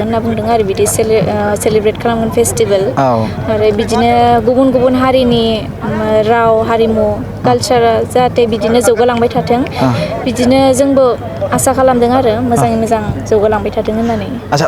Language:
Bodo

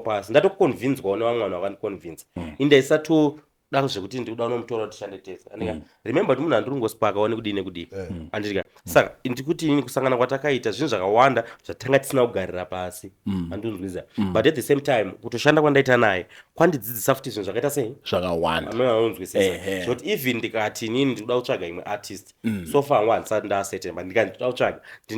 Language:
Shona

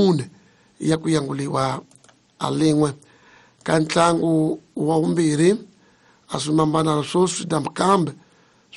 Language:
Tsonga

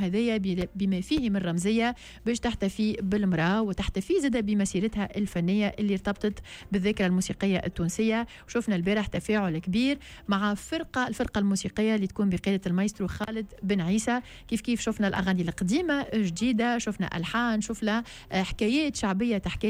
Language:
Tunisian Arabic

